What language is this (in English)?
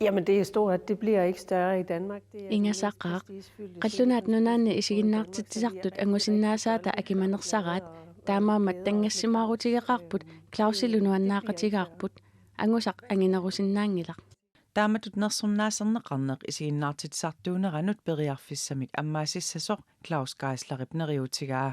Kalaallisut